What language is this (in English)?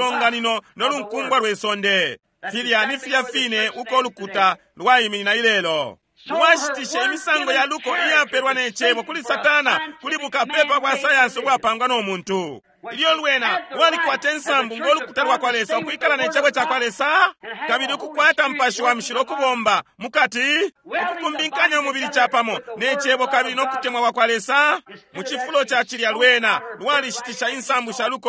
Bemba